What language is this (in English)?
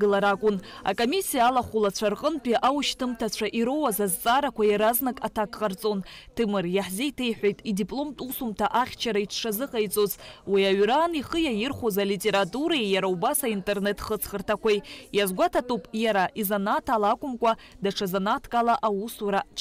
Abkhazian